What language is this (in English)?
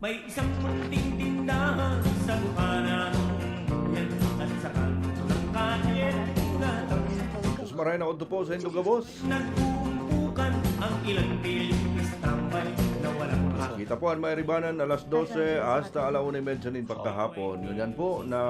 Bikol